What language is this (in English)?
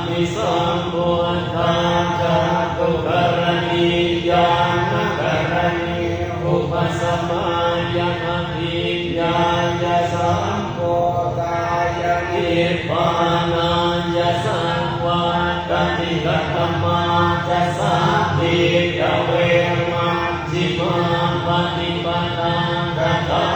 Pali